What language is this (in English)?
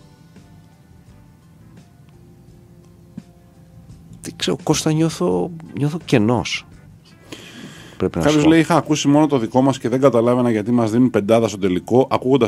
Greek